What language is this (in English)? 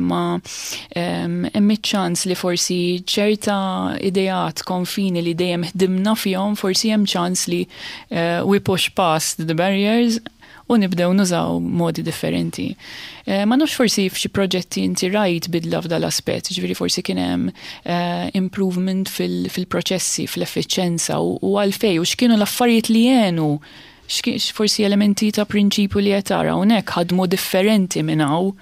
Maltese